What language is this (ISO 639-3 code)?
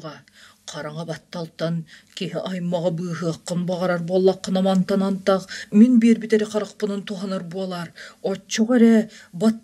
sah